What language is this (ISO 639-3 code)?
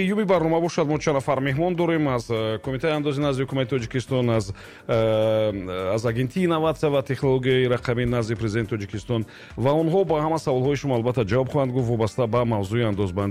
tgk